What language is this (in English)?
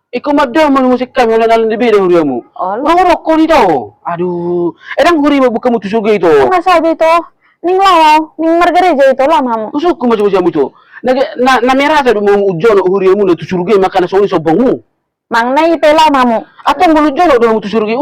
Batak Toba